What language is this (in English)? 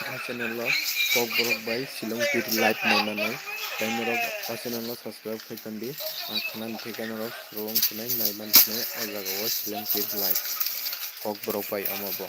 Kok Borok